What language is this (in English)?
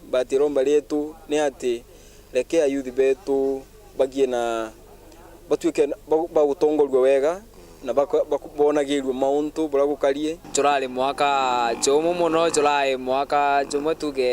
Meru